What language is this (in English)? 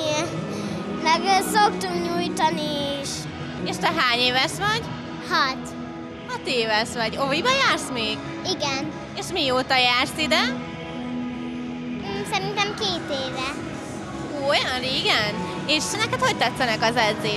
Hungarian